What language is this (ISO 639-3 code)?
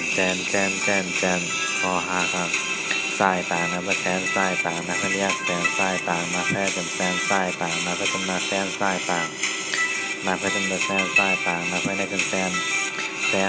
shn